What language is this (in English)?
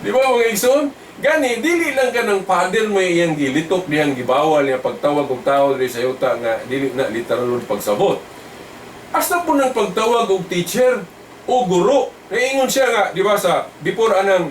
Cebuano